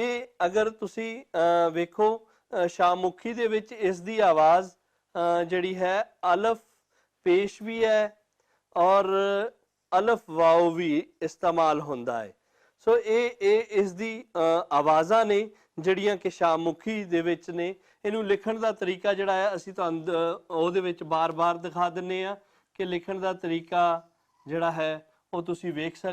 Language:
Western Panjabi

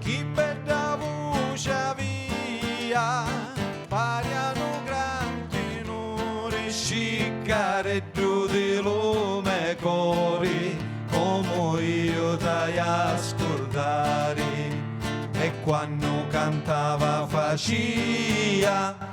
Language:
Sicilian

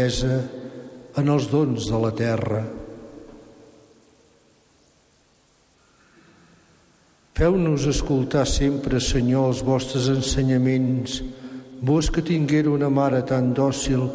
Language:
Catalan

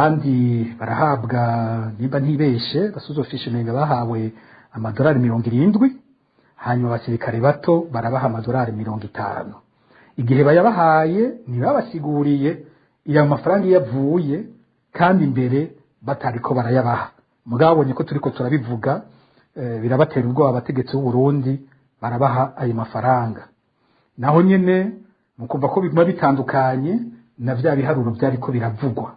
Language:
Rundi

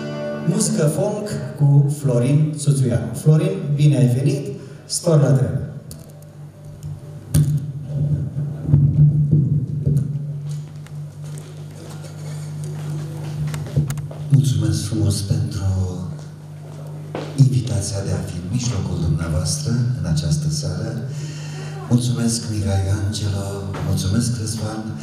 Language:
Romanian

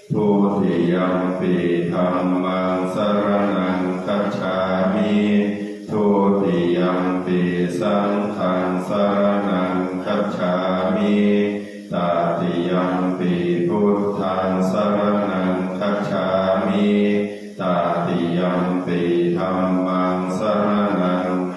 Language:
Pali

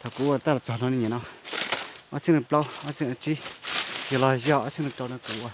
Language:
Hmong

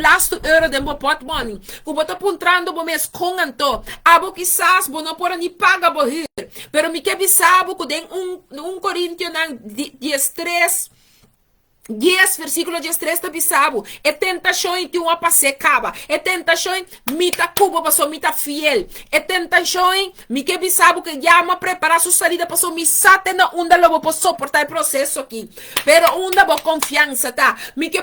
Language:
Papiamento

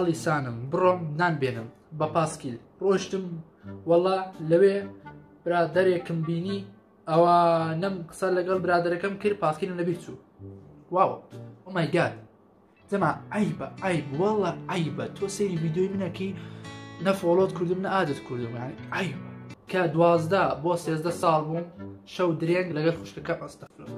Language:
Central Kurdish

